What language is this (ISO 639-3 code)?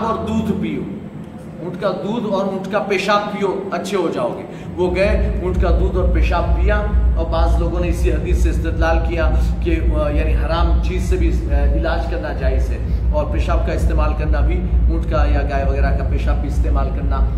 urd